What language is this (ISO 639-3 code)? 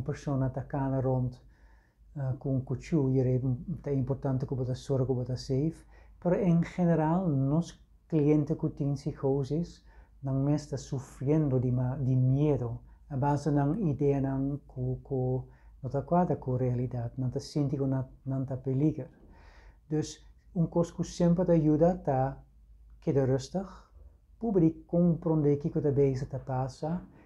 pap